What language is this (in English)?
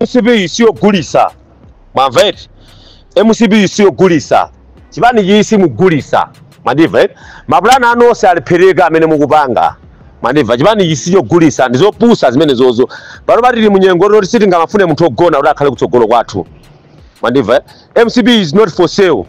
Nyanja